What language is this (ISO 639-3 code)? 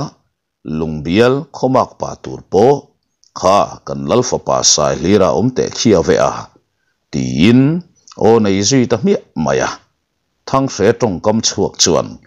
lus